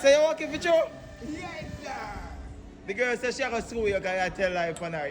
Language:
Jamaican Creole English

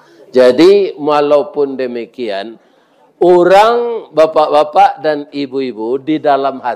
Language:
Minangkabau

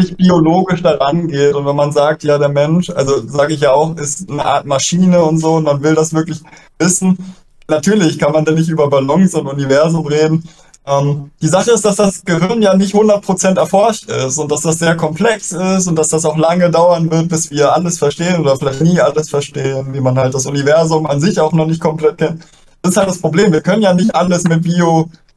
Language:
German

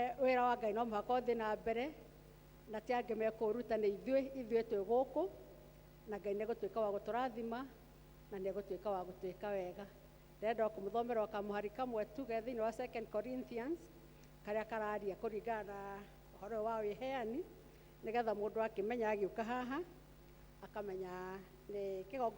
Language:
Kikuyu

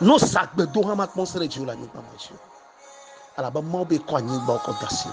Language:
Ewe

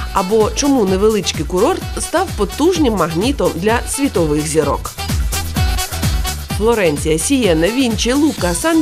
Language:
Ukrainian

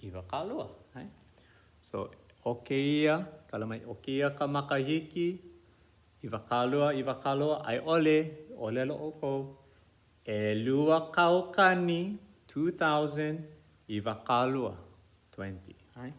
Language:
Hawaiian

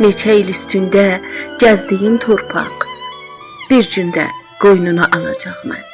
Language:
South Azerbaijani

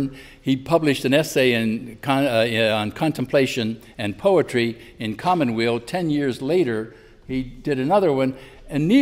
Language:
English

